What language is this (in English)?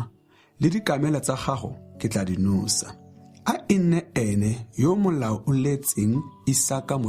Tswana